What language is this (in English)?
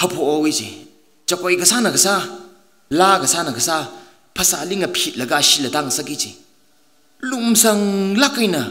Tangkhul Naga (India)